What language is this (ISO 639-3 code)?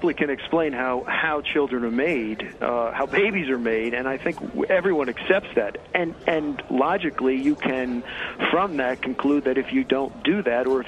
eng